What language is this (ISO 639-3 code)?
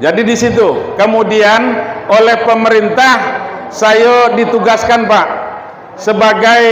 min